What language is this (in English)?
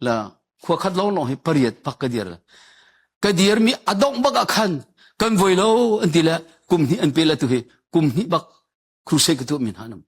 Hakha Chin